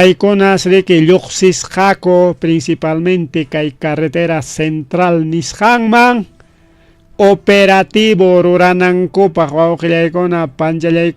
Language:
Ayacucho Quechua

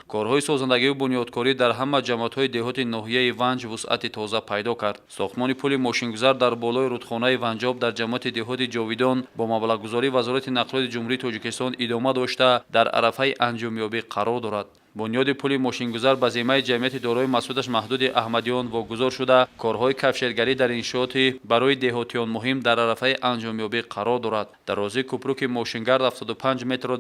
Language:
Tajik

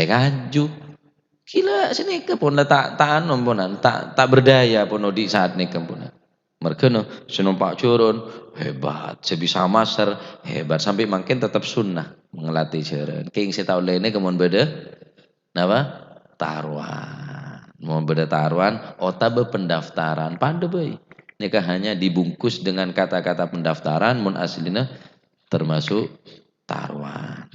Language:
Madurese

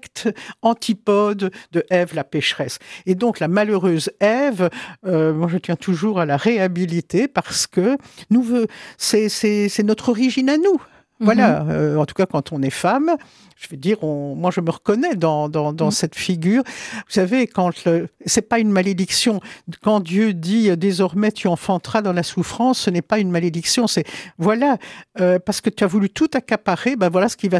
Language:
French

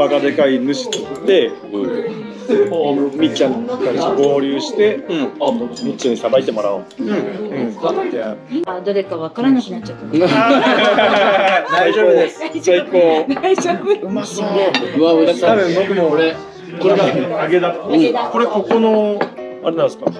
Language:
Japanese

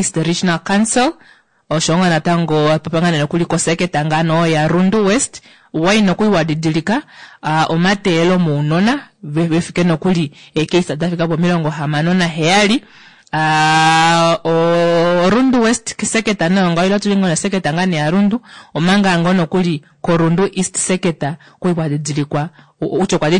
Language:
Kuanyama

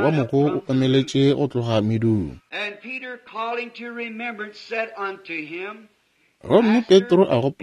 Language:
Northern Sotho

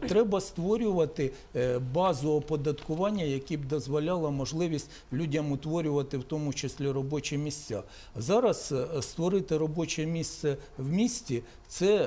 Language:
Ukrainian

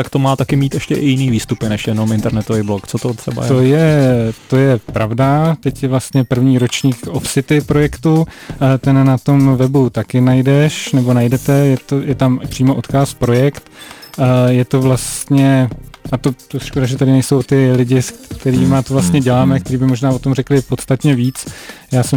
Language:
Czech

